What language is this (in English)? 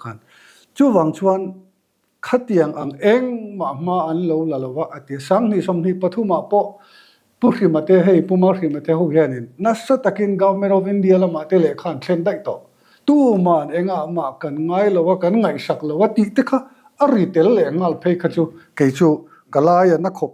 Mizo